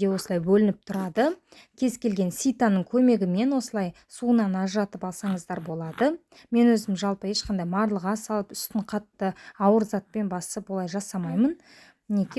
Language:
Kazakh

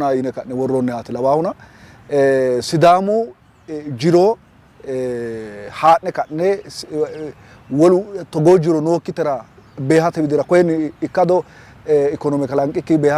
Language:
Sidamo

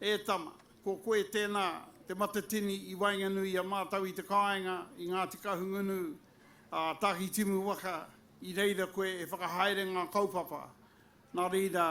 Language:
Māori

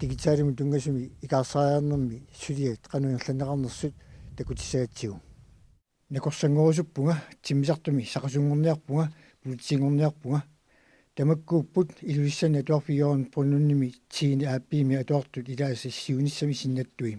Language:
Kalaallisut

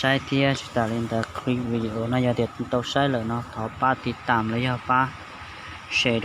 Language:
Hmong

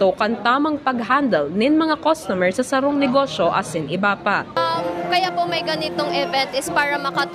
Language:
Bikol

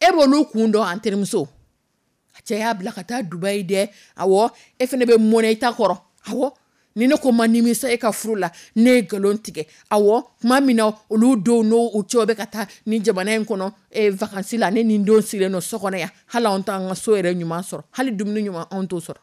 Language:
Dyula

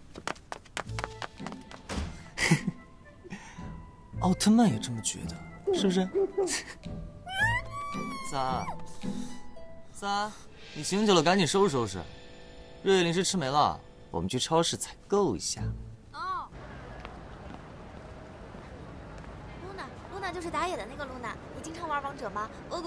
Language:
Chinese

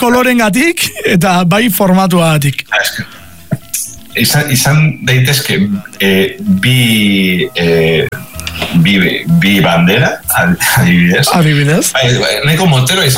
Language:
Basque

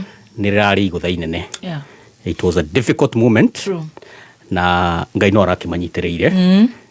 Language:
Kikuyu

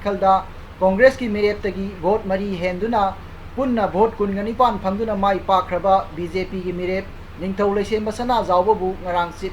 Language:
Manipuri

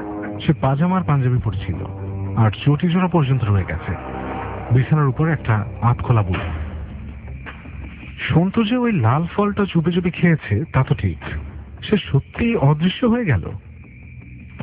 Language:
Bangla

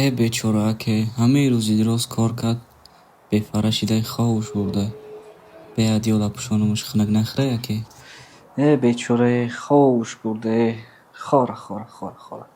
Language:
Tajik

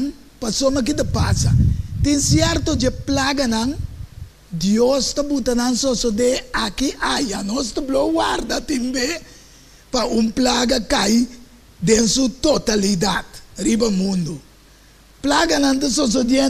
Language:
Papiamento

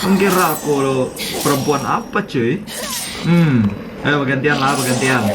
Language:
Banjar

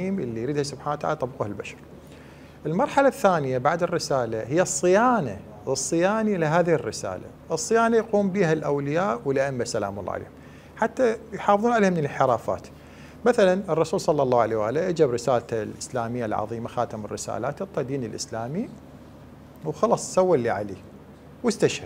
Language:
Mesopotamian Arabic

